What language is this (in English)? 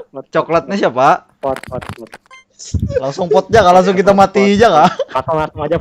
Banjar